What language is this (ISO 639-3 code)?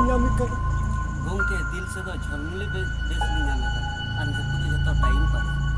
sat